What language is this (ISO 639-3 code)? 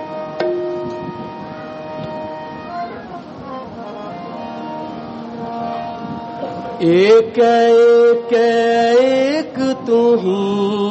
hin